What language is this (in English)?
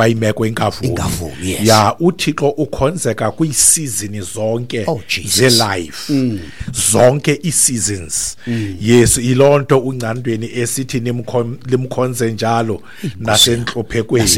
Xhosa